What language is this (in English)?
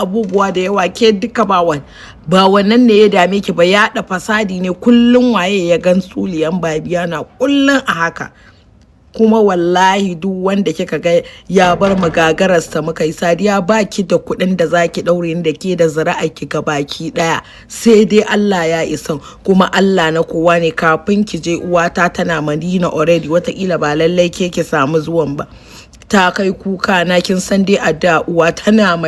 Hausa